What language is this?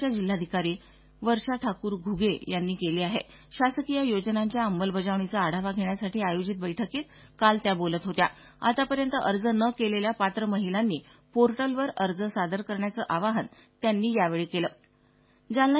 Marathi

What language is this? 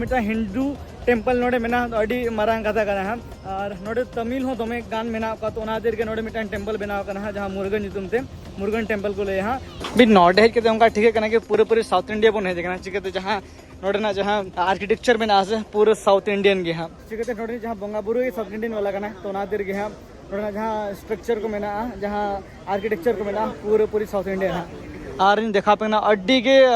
Santali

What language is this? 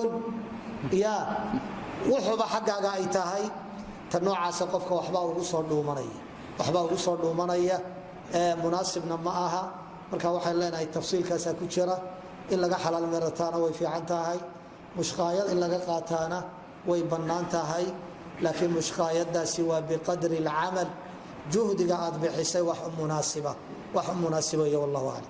Somali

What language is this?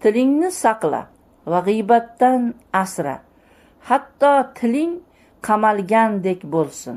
Uzbek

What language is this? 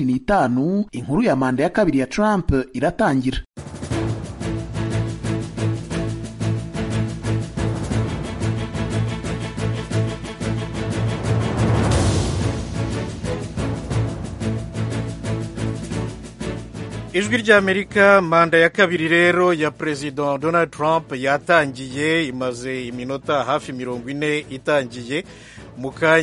Kinyarwanda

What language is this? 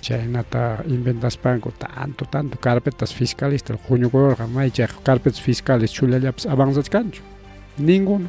Ayacucho Quechua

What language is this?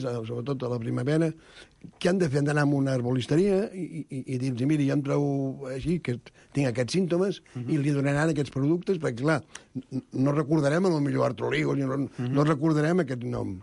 Catalan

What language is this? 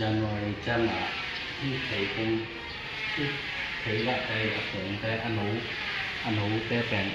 Tedim Chin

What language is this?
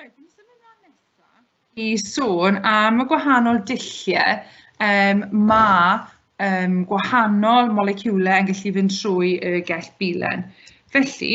Welsh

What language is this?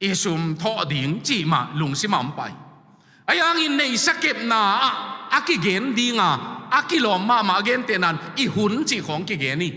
Tedim Chin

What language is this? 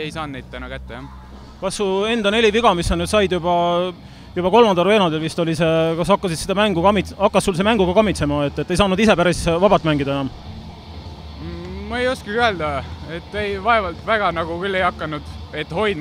Estonian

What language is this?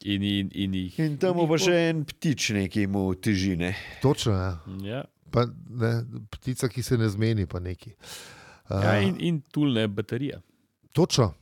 Slovenian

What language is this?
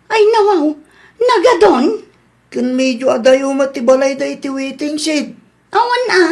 Iloko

